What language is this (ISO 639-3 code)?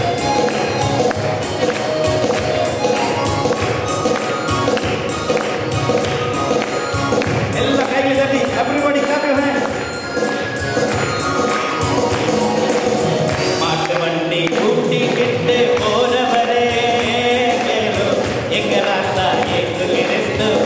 tam